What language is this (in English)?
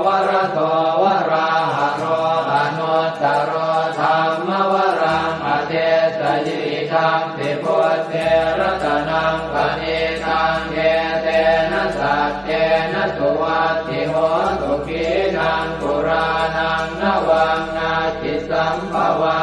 Pali